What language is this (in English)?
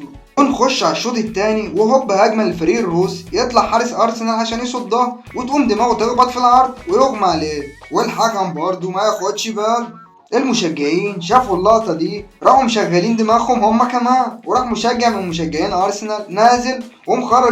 Egyptian Arabic